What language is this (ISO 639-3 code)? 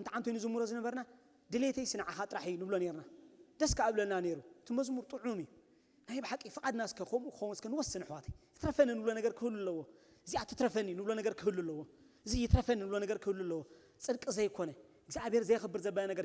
tir